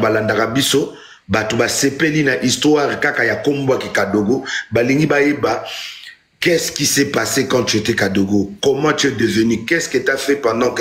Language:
Lingala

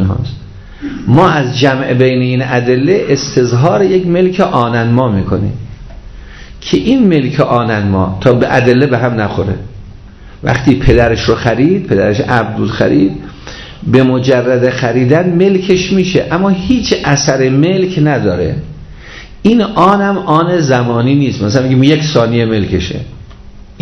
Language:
Persian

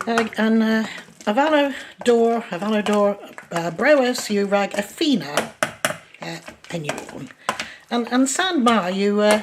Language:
Cornish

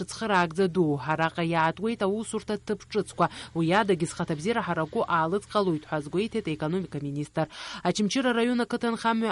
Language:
Abkhazian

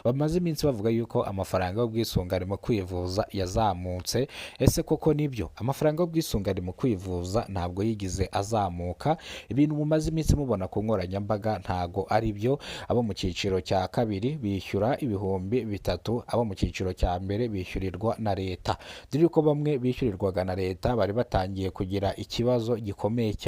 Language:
Kinyarwanda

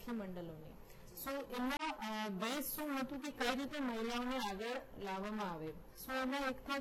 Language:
Gujarati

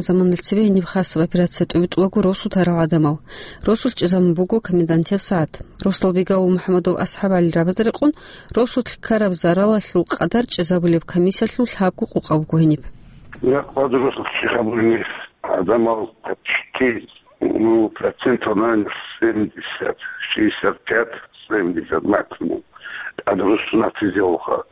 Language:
Avaric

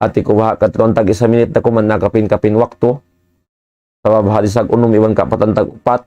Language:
Tausug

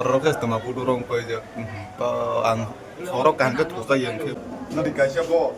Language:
Kok Borok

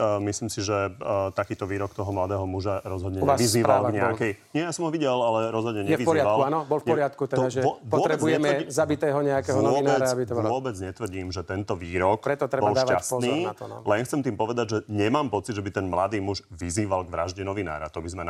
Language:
Slovak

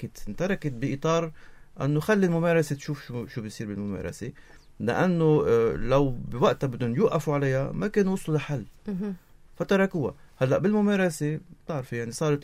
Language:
North Levantine Arabic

